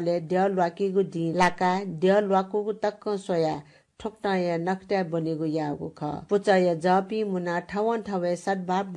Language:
Newari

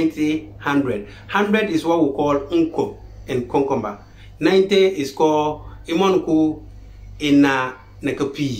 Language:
Konkomba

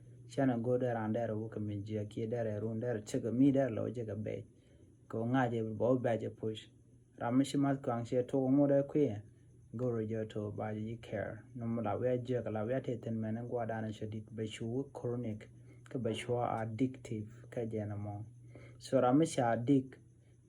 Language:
Nuer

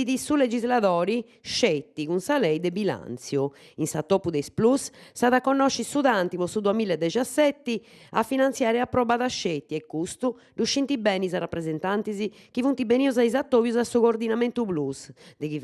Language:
Sardinian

